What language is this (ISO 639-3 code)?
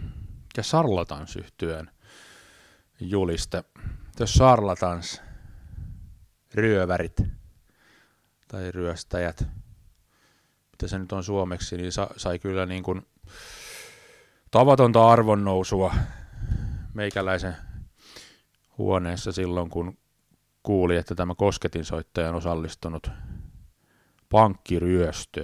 fin